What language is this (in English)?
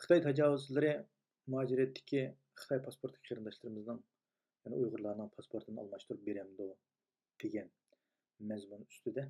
Uyghur